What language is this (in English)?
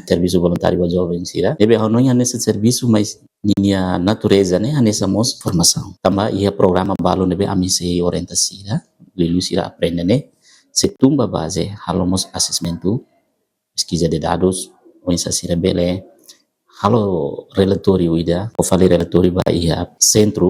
Tetum